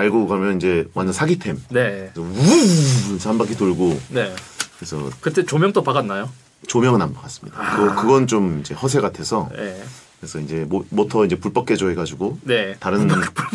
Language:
Korean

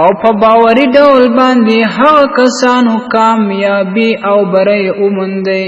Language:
Pashto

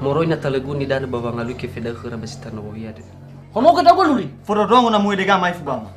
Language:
Nias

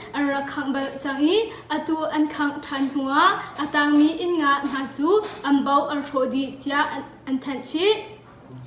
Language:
Hakha Chin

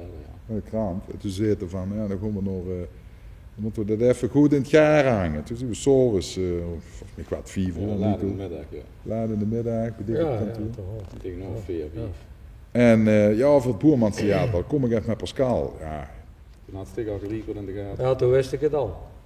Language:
Limburgish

